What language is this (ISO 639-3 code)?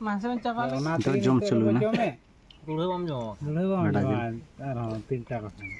sat